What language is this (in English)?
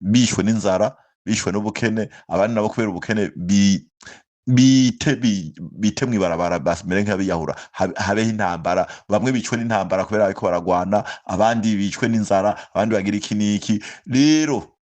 Rundi